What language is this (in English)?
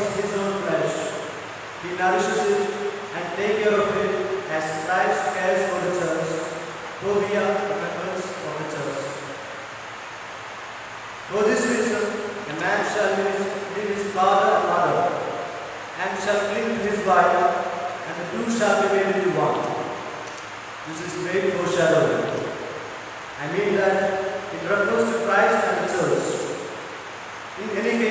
English